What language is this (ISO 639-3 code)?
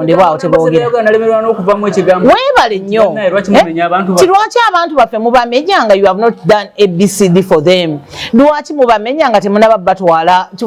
lug